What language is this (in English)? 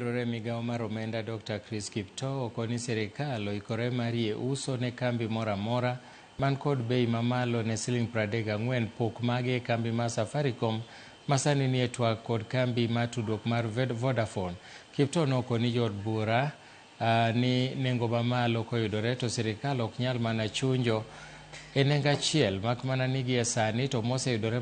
Luo (Kenya and Tanzania)